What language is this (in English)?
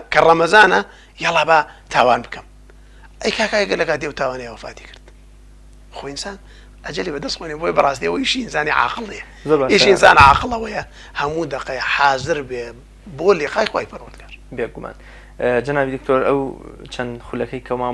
Central Kurdish